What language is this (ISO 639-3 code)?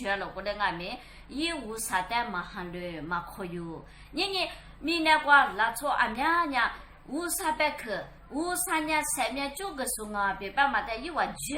lis